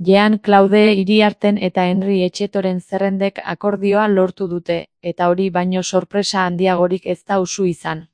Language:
Basque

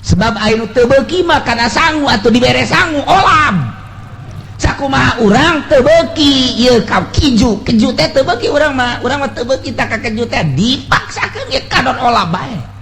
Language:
Sundanese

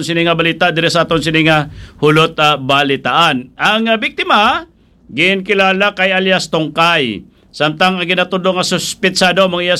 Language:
Hiligaynon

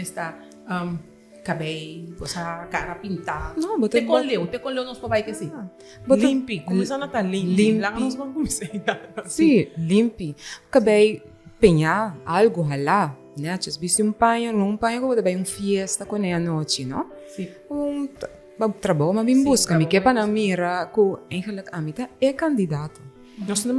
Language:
Papiamento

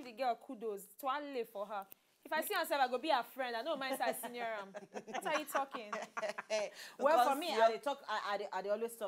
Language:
Nigerian Pidgin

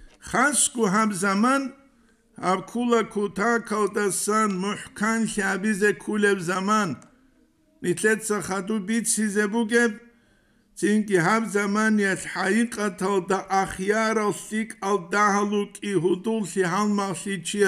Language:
Avaric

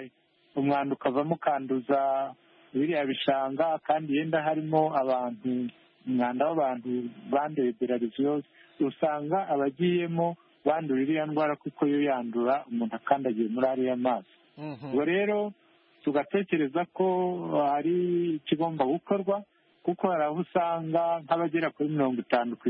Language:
Kinyarwanda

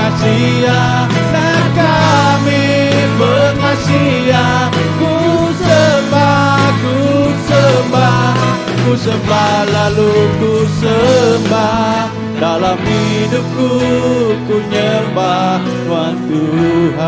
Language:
Iban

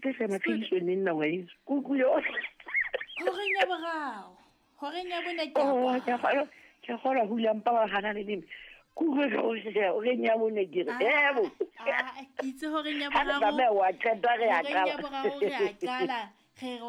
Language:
Southern Sotho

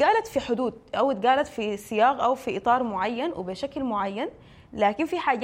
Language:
Sudanese Arabic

